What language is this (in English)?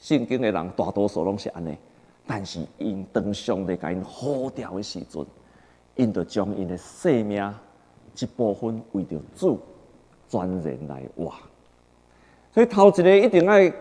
Min Nan Chinese